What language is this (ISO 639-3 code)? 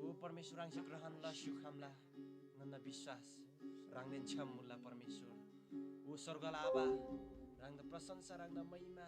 taj